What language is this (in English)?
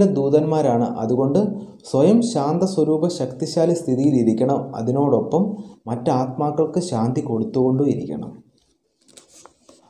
Malayalam